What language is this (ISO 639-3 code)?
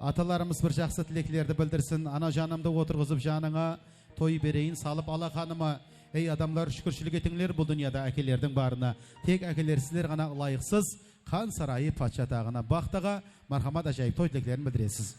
kaa